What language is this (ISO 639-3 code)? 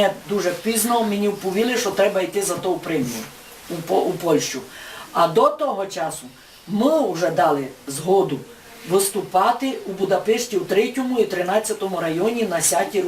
rue